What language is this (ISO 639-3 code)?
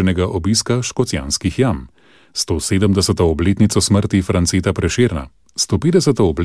slv